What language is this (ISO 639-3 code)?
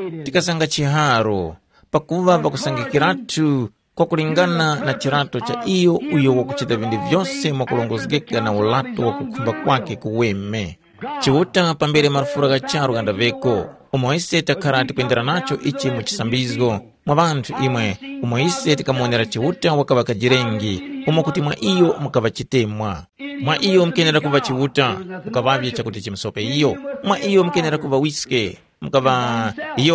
tum